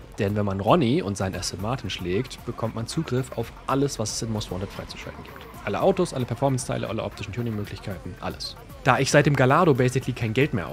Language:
German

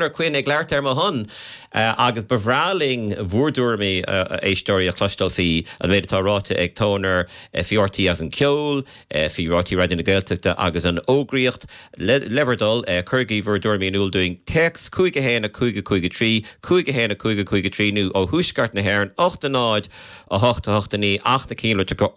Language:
Irish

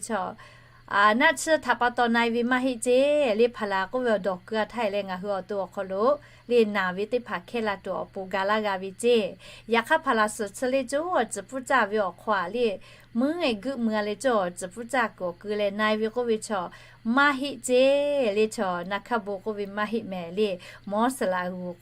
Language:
Lahu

